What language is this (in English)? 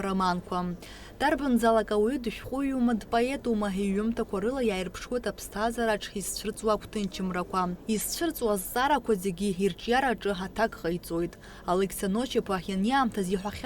Abkhazian